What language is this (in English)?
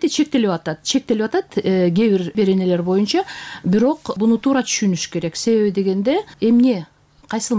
Kyrgyz